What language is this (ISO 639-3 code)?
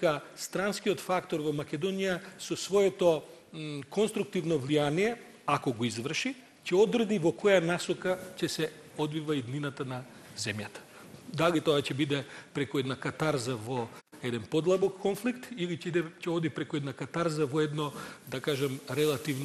mkd